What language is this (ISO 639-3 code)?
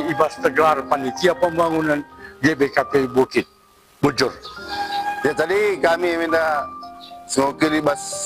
btx